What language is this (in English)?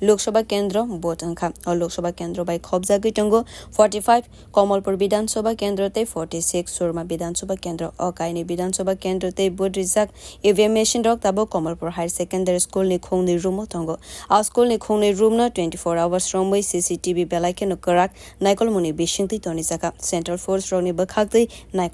Kok Borok